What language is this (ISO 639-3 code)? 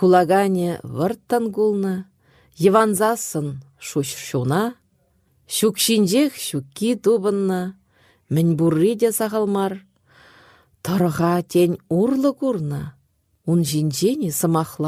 chv